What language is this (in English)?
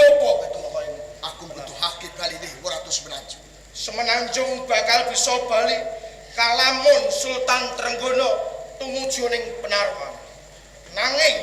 Javanese